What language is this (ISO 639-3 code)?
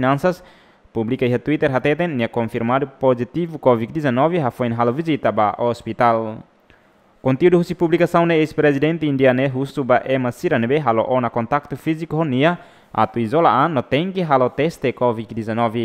tet